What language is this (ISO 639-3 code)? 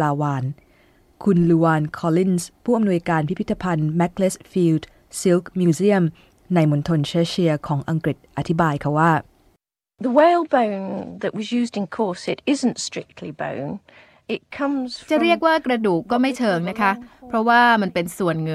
tha